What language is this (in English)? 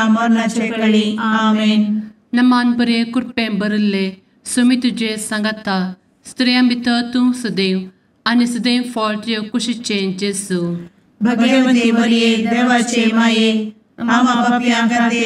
Konkani